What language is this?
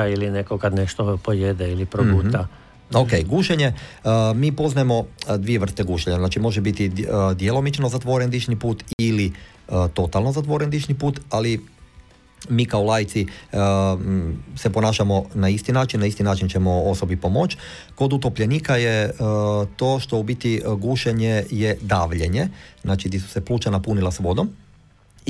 Croatian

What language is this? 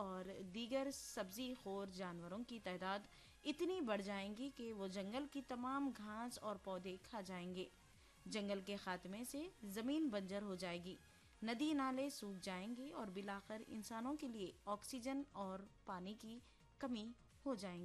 Urdu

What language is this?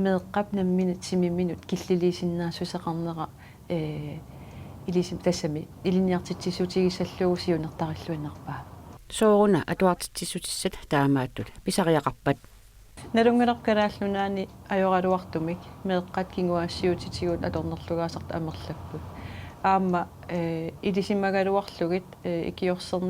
Kalaallisut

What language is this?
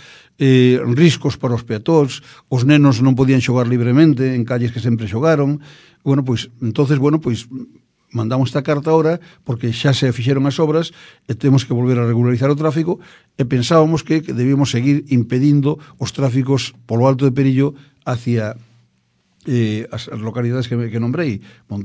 Galician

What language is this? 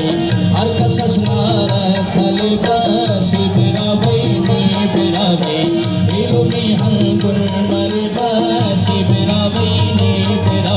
Brahui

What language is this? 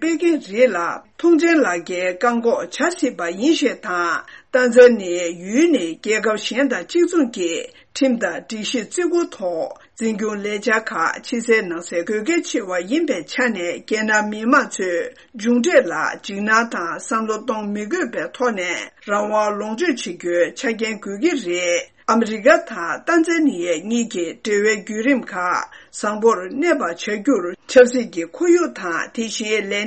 Tibetan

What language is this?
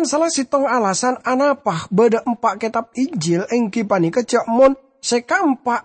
Madurese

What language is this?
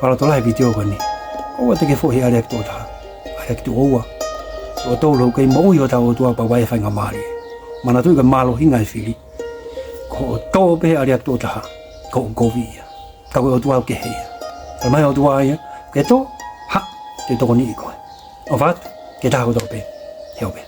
Tongan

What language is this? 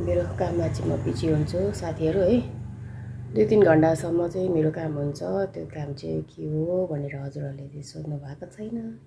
Nepali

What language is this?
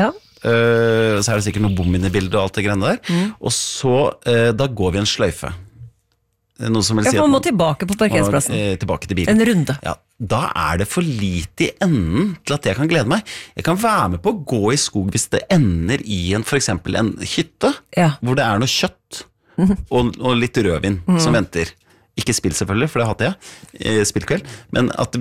Norwegian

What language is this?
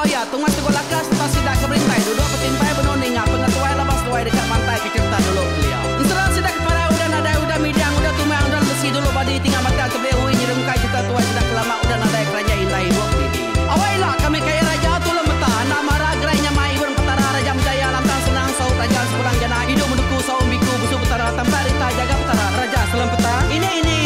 Iban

